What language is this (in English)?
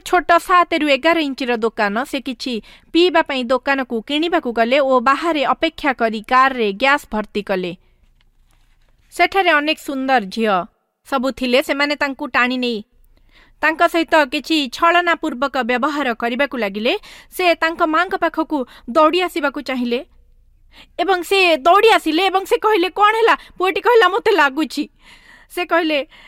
Odia